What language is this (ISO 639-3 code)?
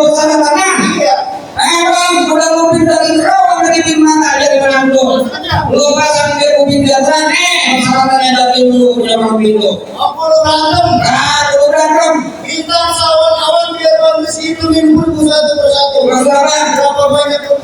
bew